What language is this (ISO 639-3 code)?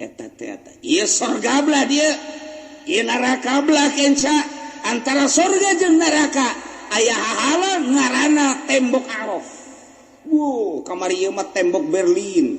sun